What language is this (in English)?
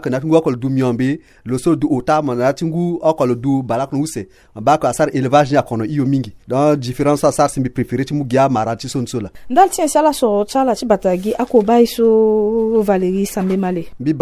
Sango